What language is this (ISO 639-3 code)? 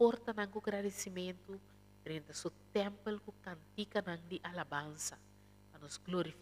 pap